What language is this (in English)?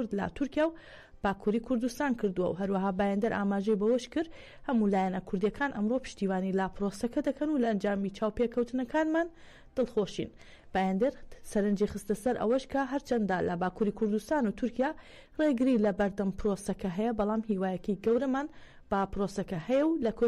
Central Kurdish